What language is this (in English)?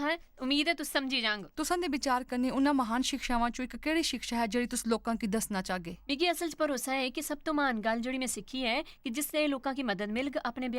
Dogri